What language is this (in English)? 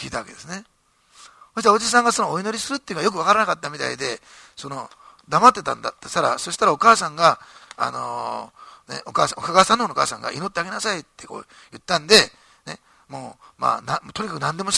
Japanese